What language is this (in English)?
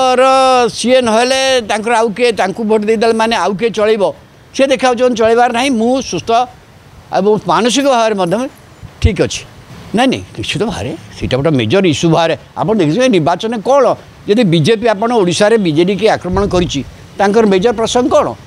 Odia